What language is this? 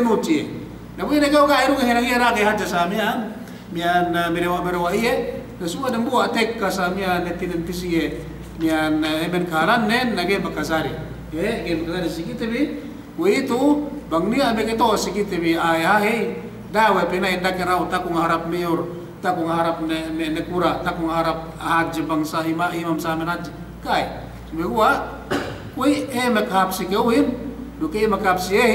Yakan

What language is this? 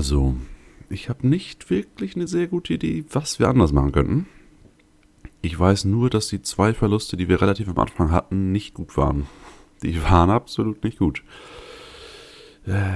German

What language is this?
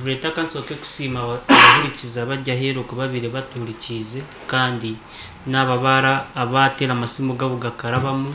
Nyoro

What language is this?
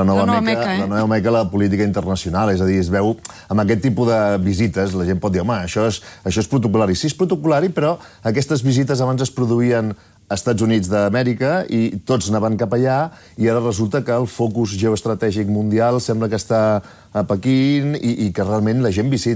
Catalan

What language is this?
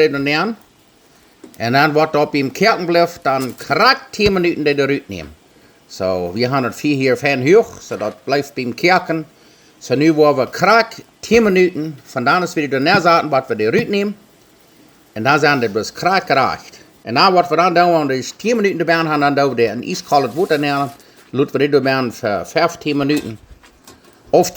Plautdietsch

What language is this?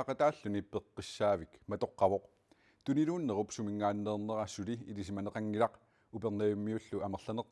Kalaallisut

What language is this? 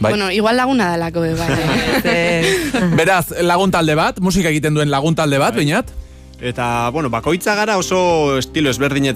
Basque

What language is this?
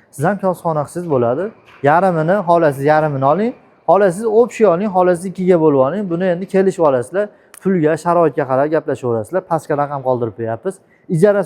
Uzbek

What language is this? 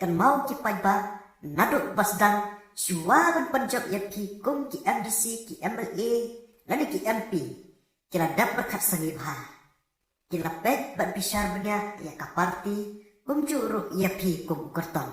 Khasi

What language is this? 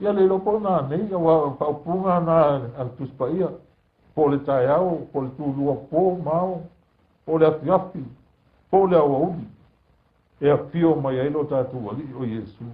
Samoan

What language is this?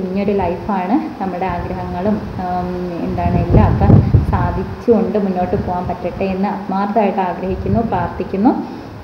Malayalam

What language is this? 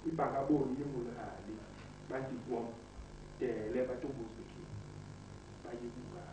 Basaa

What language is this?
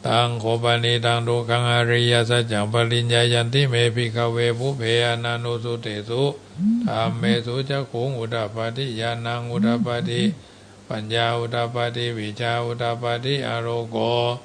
Pali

